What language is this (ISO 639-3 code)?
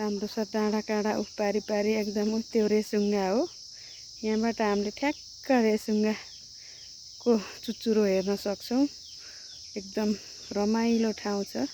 nep